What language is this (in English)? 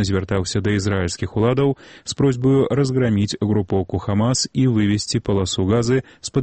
Belarusian